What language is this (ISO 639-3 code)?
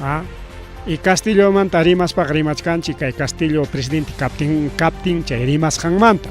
quy